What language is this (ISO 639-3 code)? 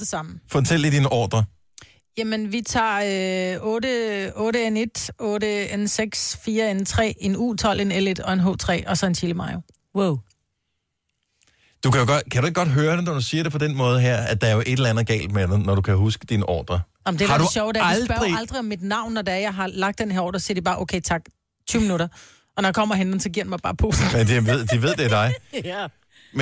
dan